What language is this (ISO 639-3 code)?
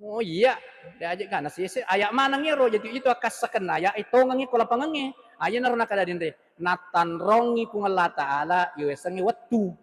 bug